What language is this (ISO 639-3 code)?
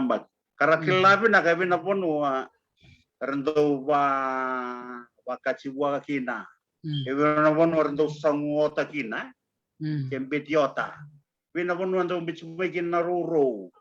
fij